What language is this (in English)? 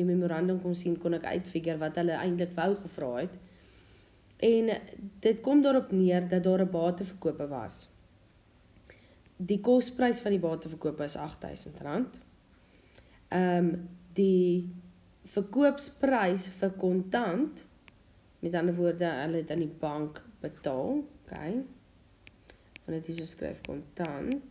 Afrikaans